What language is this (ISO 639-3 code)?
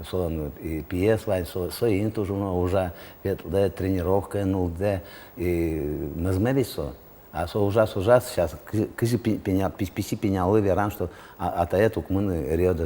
udm